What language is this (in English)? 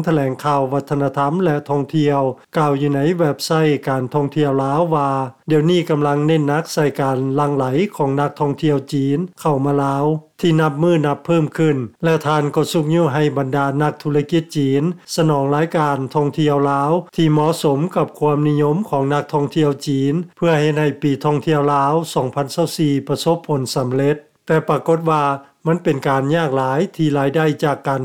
Lao